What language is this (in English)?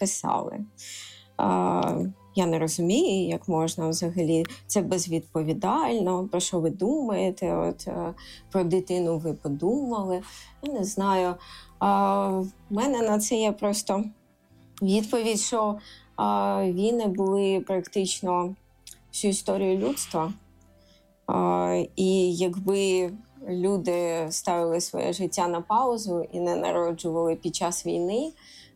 Ukrainian